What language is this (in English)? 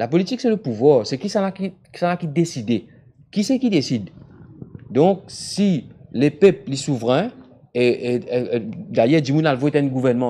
Morisyen